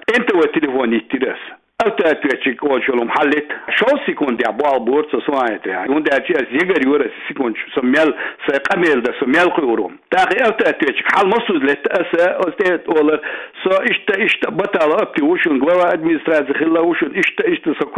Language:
Chechen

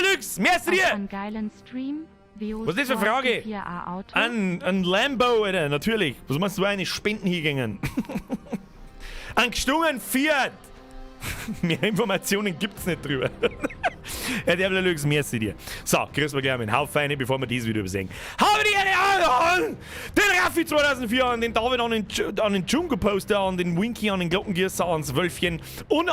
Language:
Bavarian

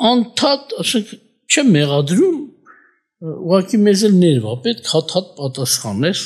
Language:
Armenian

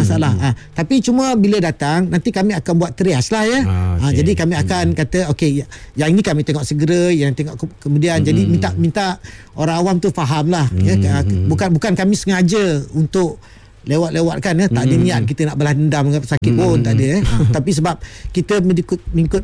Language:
Malay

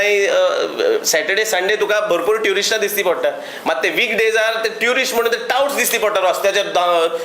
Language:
Konkani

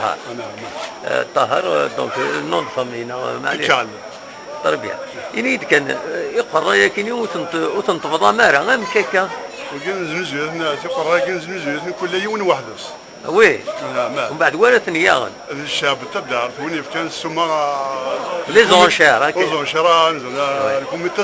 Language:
Kabyle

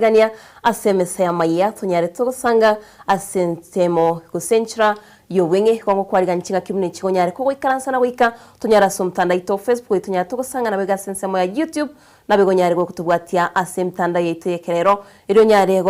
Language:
Gusii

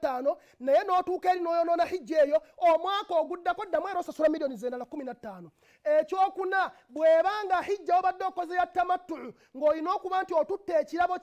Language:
Ganda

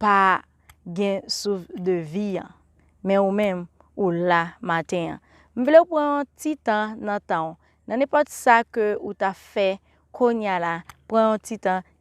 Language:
Haitian Creole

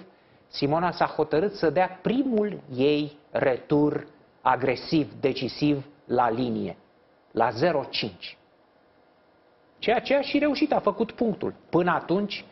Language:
Romanian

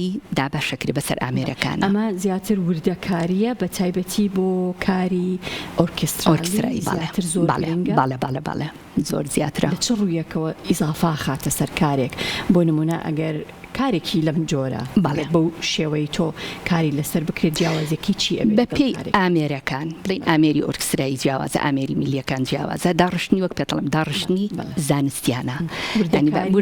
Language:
Central Kurdish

